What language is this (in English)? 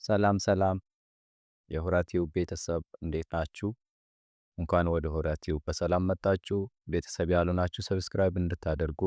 Amharic